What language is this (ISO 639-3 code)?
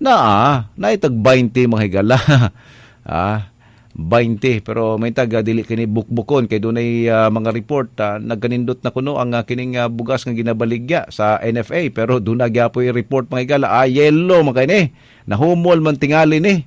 ceb